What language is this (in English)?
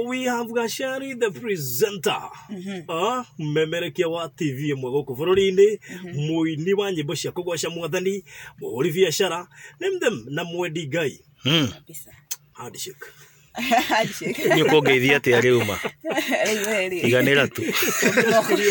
Kikuyu